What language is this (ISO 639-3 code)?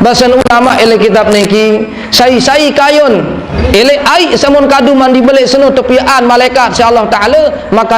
sas